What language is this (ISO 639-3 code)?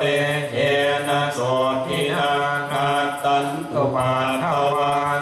pli